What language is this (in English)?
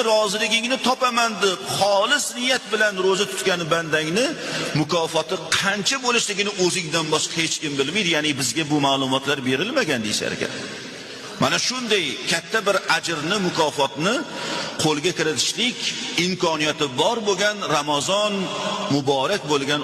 Uzbek